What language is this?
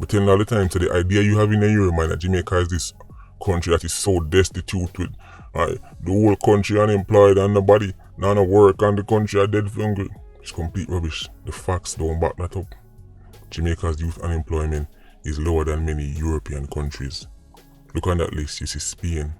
Jamaican Creole English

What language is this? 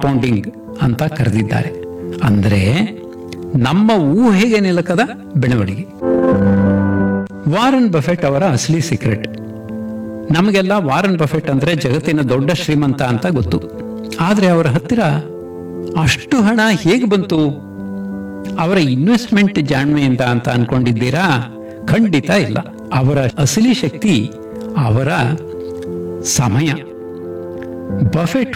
Kannada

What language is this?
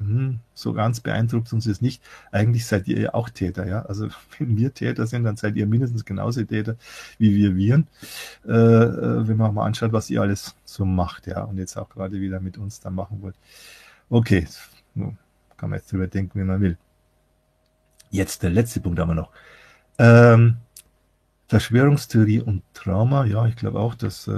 German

